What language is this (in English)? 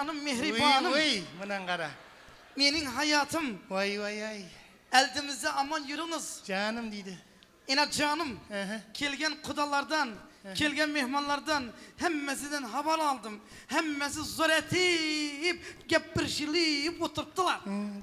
Kara-Kalpak